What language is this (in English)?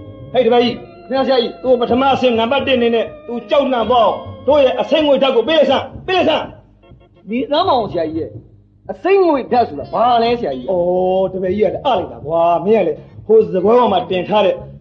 Burmese